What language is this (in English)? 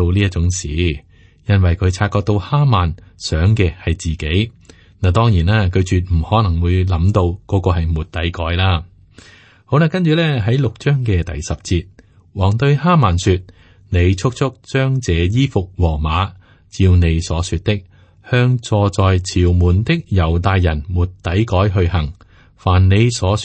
Cantonese